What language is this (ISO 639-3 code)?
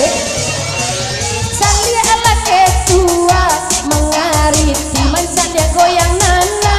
min